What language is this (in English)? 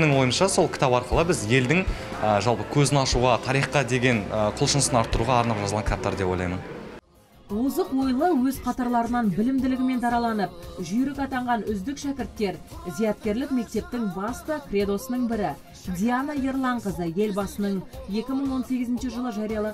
Kazakh